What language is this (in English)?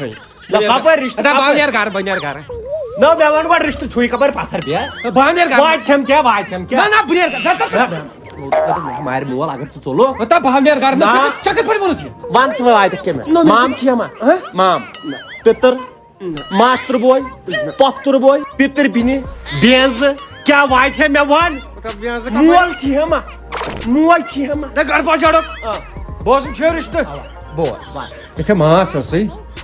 Kashmiri